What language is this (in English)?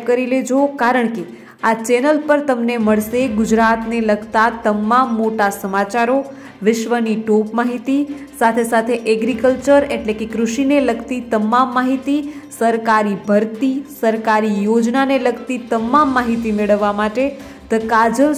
Gujarati